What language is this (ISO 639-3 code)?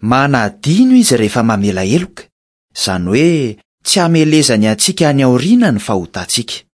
mlg